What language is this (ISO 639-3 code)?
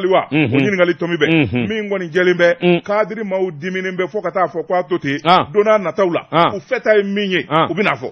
bam